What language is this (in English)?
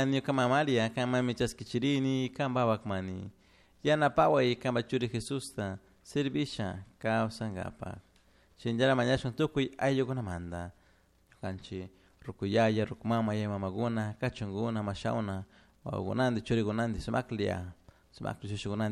Chimborazo Highland Quichua